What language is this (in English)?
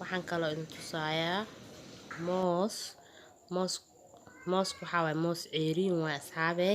Somali